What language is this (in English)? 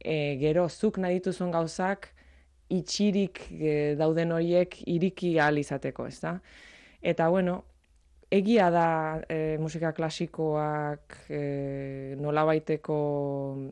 Basque